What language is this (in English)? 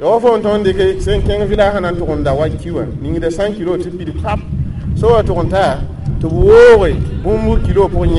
Mossi